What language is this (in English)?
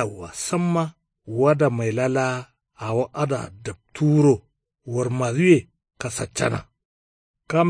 Kanuri